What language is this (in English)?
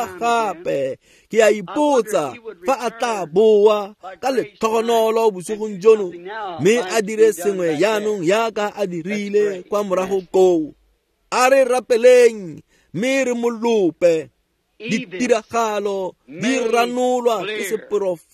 Tswana